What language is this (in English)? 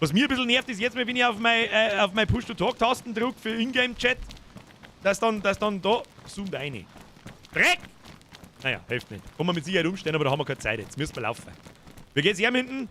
Bavarian